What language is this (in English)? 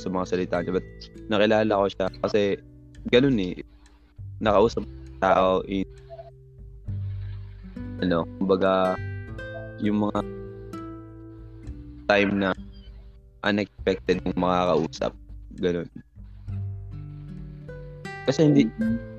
Filipino